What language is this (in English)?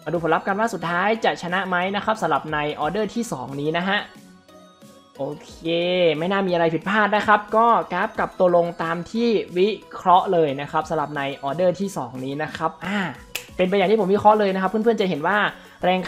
Thai